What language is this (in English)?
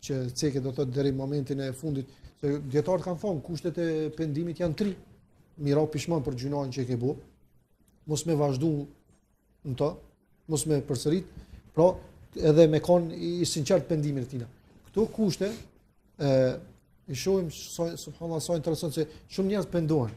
Albanian